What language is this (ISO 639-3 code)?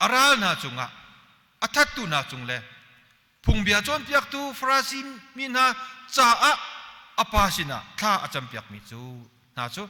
cnh